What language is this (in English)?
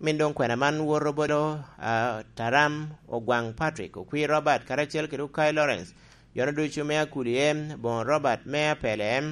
Lango (Uganda)